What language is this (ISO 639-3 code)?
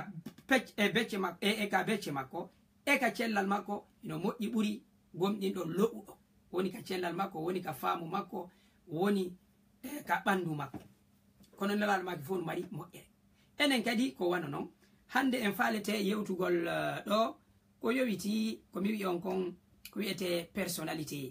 ful